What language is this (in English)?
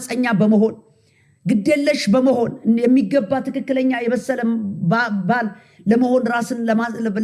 Amharic